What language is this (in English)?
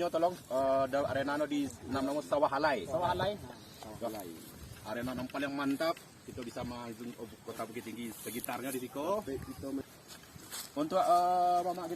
Minangkabau